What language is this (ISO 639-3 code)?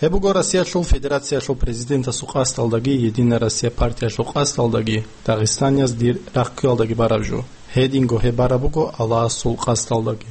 ava